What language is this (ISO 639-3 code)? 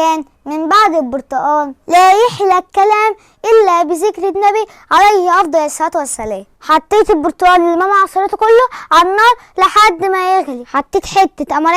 arz